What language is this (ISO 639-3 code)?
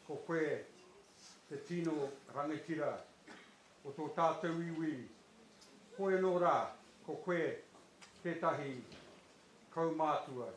mri